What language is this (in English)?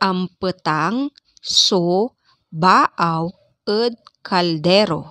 Pangasinan